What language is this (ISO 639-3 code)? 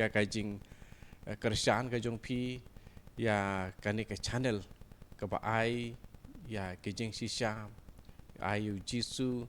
kha